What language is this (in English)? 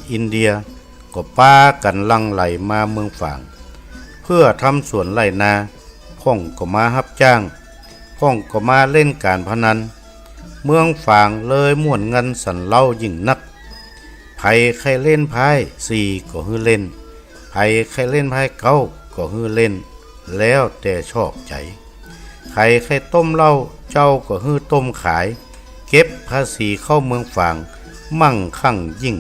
Northern Thai